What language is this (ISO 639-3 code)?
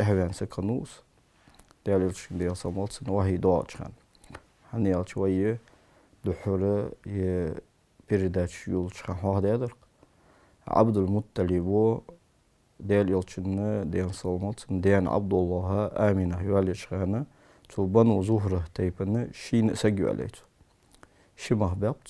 inh